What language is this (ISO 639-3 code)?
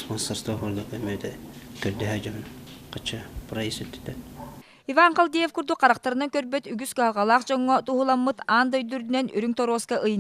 sah